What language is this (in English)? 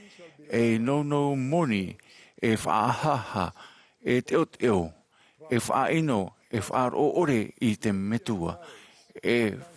Tahitian